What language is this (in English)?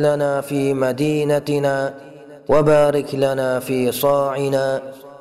Uyghur